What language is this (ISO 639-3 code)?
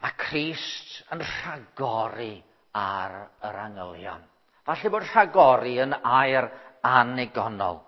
cym